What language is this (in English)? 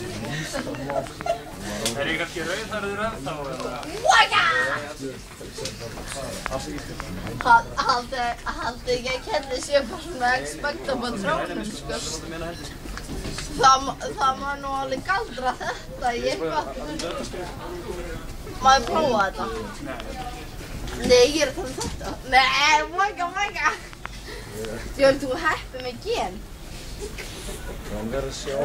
Icelandic